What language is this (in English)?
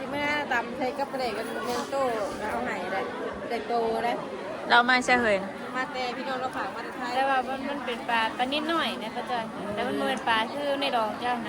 Northeastern Thai